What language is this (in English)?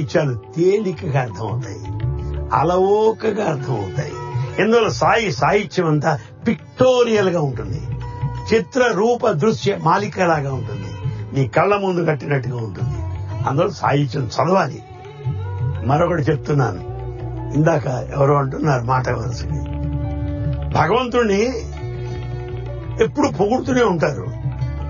Telugu